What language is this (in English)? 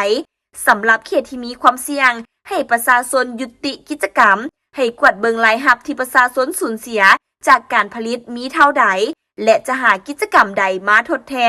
Lao